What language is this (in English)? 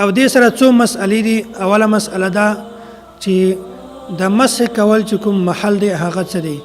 Pashto